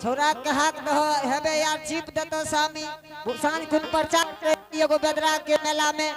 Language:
Angika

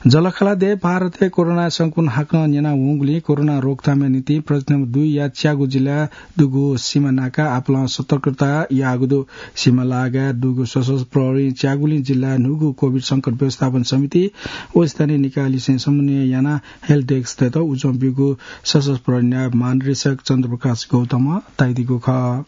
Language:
Newari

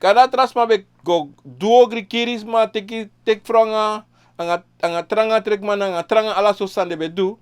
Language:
Sranan Tongo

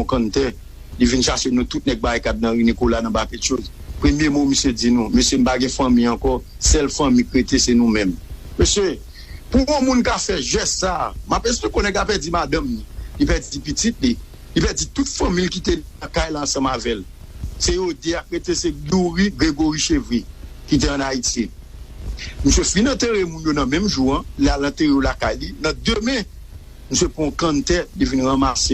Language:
Haitian Creole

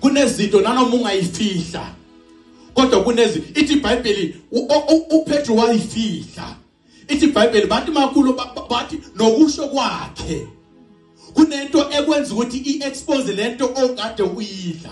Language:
Zulu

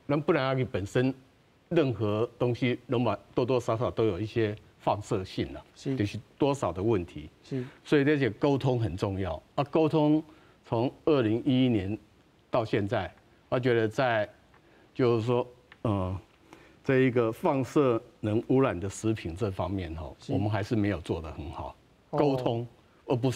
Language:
Min Nan Chinese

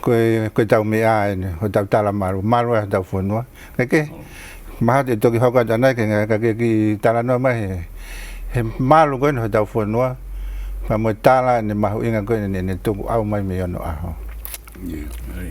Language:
Tongan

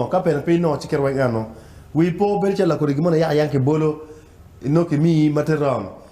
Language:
Acoli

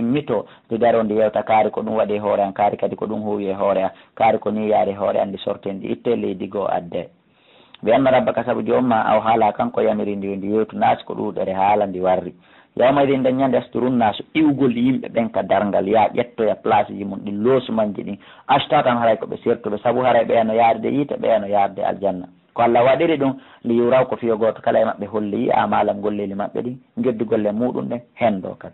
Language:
Fula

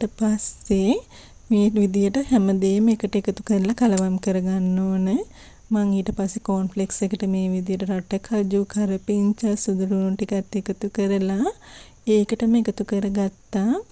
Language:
Sinhala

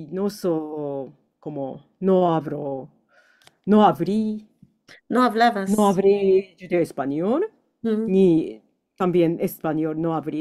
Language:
Ladino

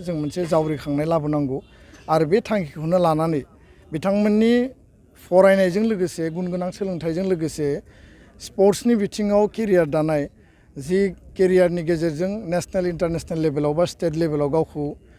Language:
Bodo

